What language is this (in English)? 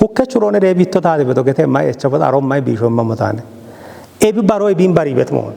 Kafa